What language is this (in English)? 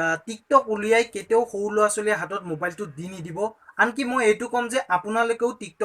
Assamese